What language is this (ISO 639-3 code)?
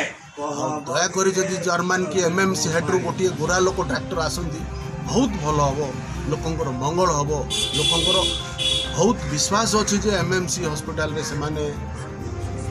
ori